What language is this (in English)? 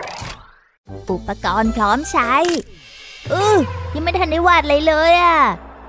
Thai